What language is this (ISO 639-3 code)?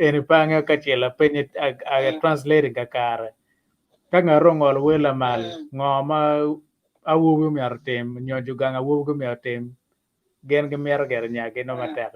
ach